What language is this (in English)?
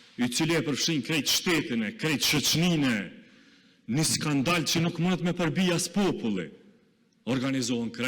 Albanian